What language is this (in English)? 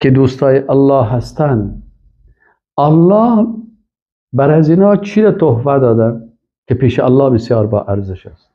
Persian